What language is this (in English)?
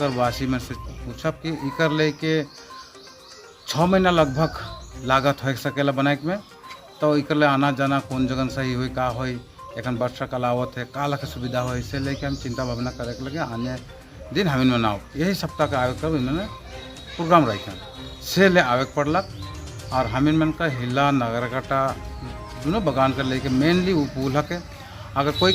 Sadri